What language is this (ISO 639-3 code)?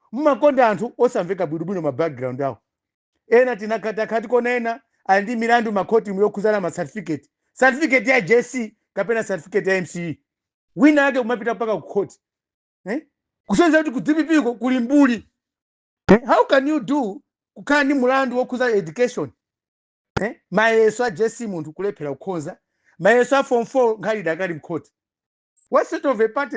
nya